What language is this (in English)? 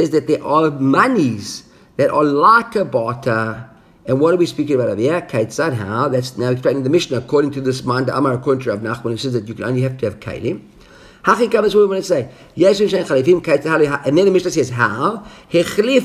English